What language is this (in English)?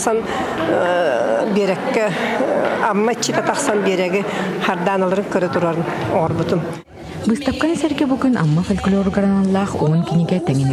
Yakut